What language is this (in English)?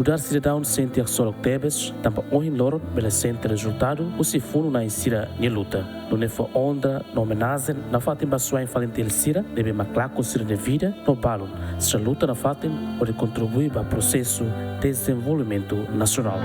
Tetum